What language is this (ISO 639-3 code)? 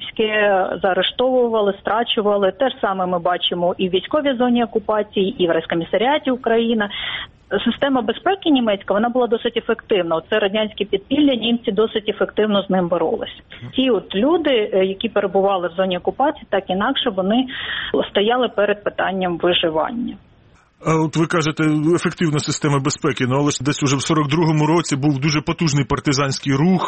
ukr